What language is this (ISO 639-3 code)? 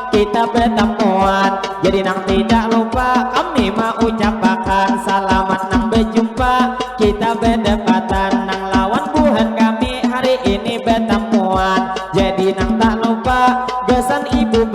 bjn